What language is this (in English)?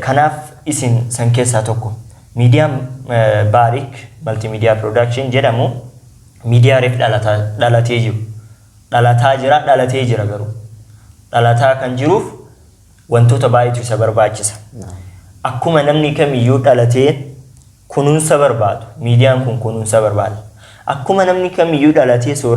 Oromo